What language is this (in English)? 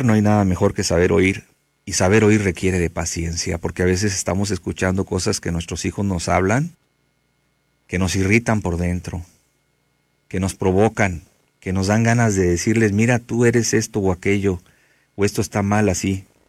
Spanish